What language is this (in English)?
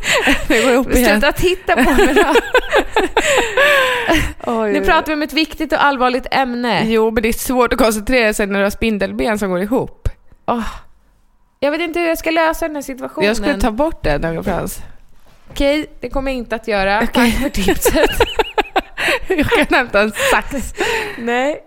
Swedish